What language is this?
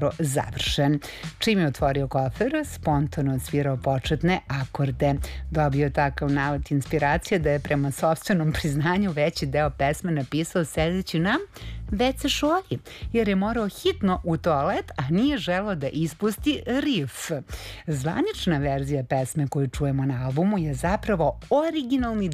Serbian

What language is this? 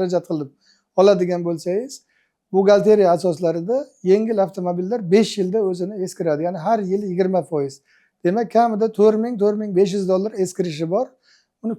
Uzbek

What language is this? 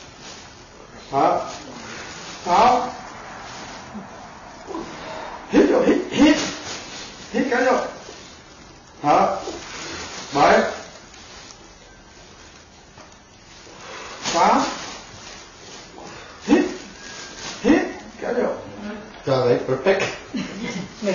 Vietnamese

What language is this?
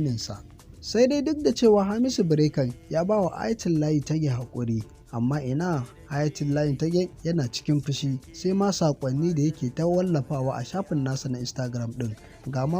Hausa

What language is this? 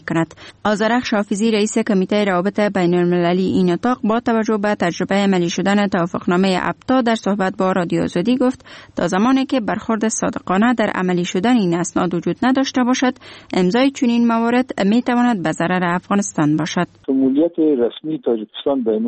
Persian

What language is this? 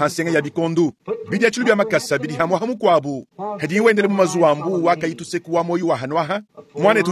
Luba-Lulua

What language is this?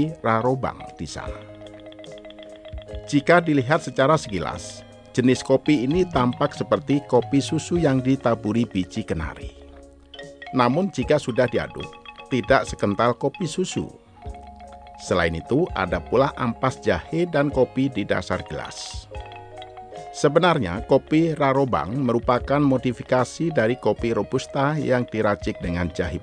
Indonesian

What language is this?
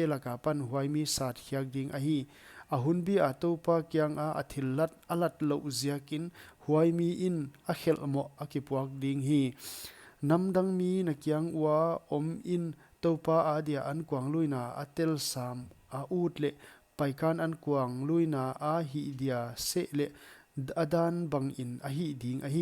Paite Chin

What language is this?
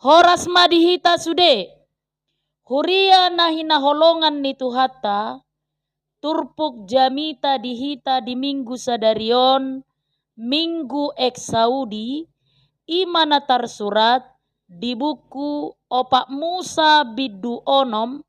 Batak Toba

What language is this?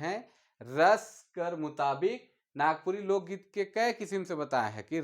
Sadri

